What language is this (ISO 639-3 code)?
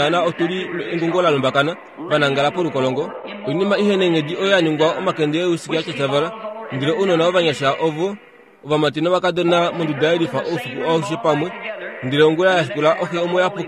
kua